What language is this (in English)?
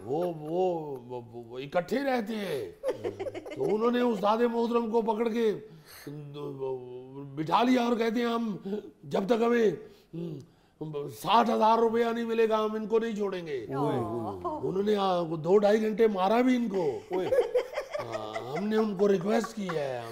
Urdu